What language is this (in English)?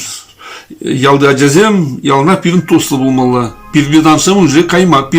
Chuvash